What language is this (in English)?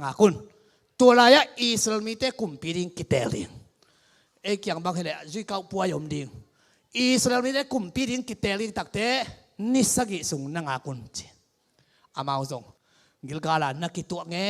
Tedim Chin